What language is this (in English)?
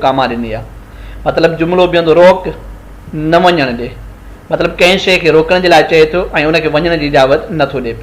Sindhi